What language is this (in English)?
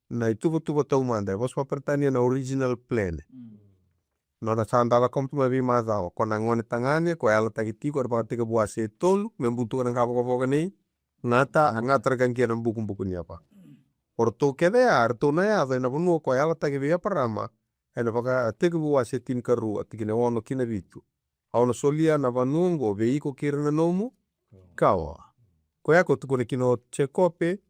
Fijian